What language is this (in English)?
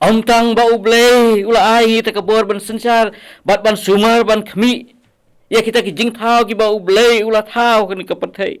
Khasi